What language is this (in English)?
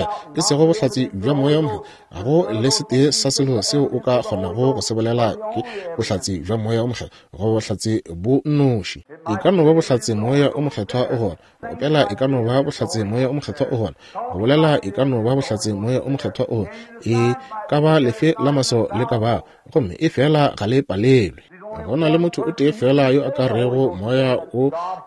Northern Sotho